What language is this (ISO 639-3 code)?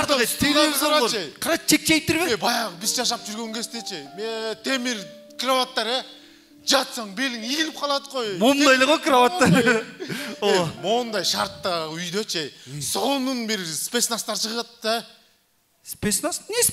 kir